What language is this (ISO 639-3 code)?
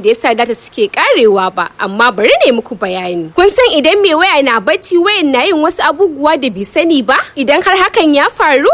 hau